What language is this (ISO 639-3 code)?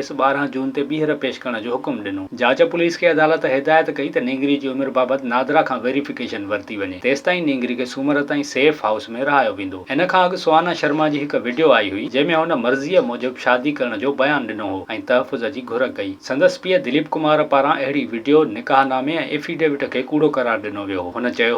snd